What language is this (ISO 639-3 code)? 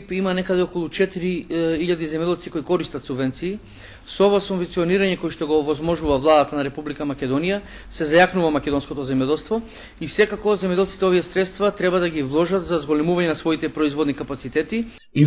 mkd